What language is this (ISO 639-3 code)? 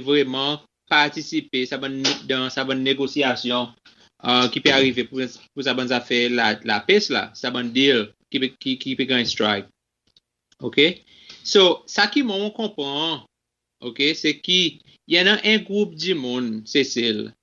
crs